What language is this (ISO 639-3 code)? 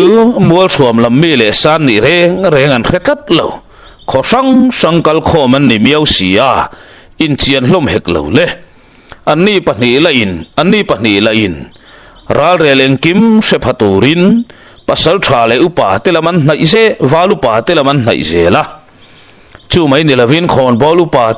lus